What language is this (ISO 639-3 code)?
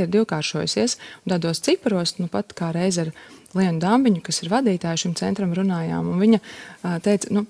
lav